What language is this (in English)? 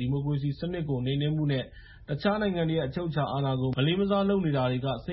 Burmese